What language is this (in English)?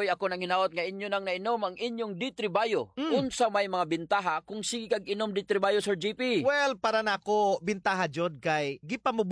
Cebuano